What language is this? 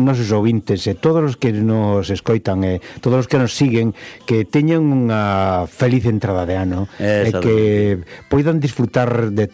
Galician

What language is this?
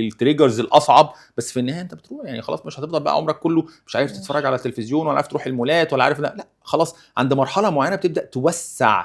Egyptian Arabic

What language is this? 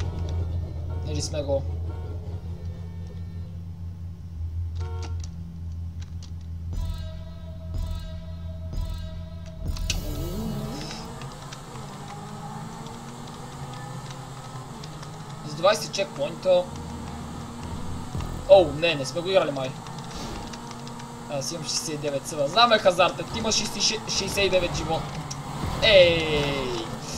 Bulgarian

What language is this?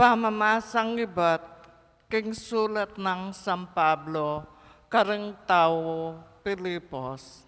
Pampanga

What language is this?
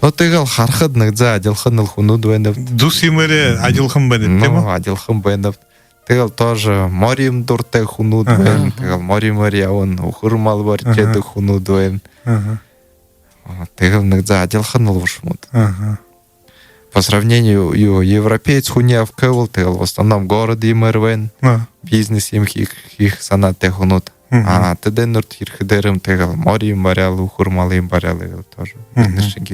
Buriat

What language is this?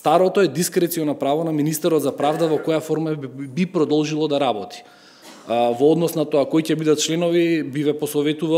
Macedonian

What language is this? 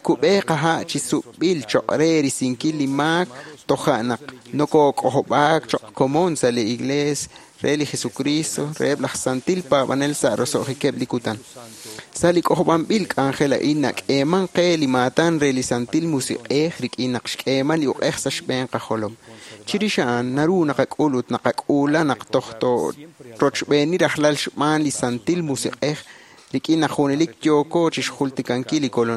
Kekchí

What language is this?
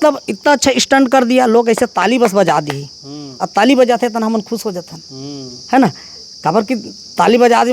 Chhattisgarhi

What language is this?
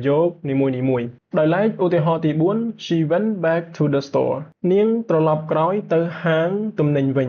Khmer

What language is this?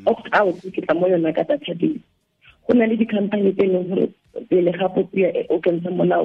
Tswana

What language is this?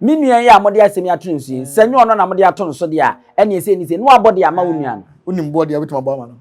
Akan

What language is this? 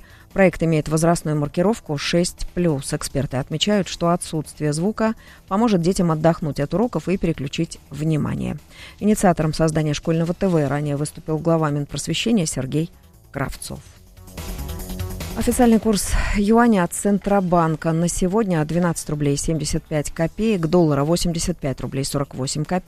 Russian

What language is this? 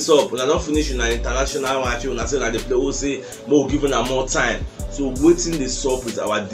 Nigerian Pidgin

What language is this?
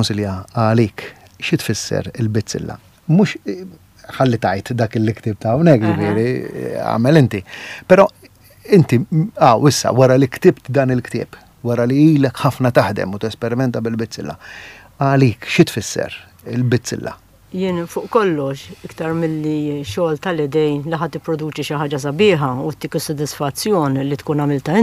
Maltese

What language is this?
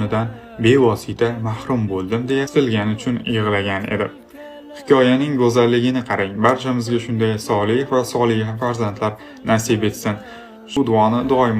Uzbek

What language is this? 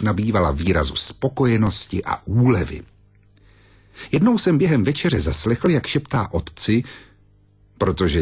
Czech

